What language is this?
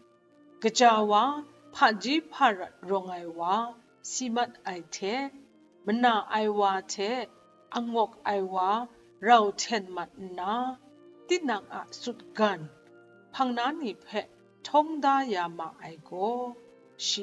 Kachin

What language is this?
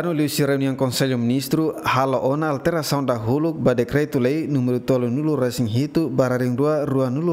Tetum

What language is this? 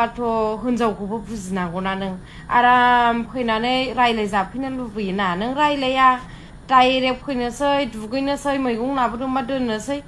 Bodo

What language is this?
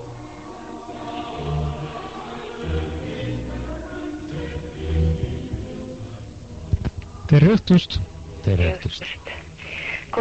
Estonian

